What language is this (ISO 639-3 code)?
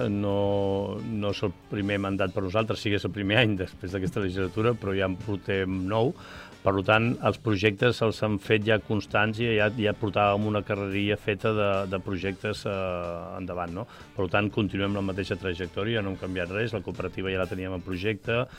cat